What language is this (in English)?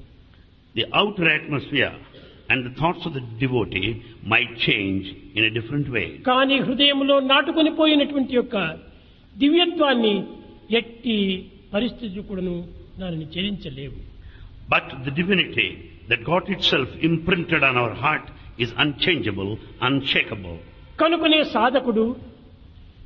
Telugu